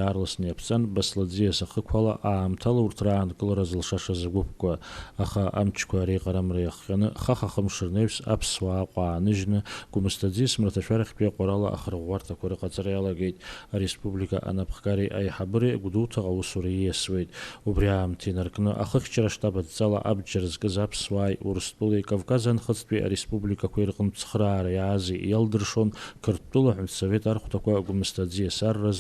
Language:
Abkhazian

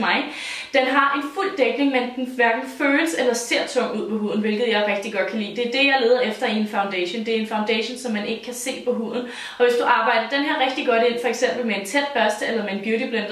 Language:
Danish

